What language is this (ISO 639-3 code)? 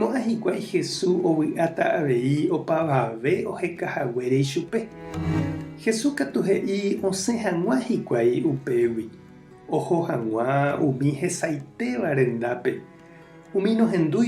grn